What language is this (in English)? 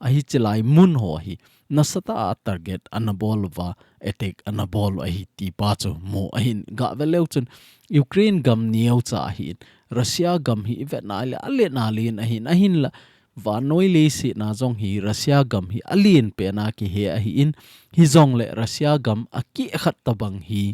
Thado Chin